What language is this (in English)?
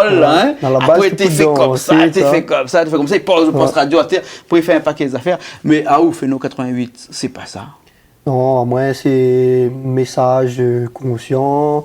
Réunion Creole French